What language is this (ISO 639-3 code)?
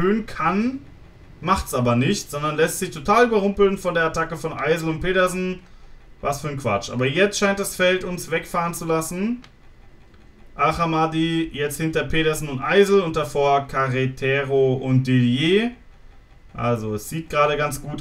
deu